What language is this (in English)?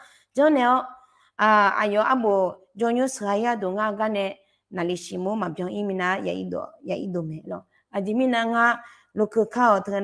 Akha